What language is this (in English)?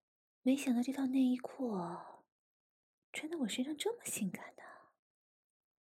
Chinese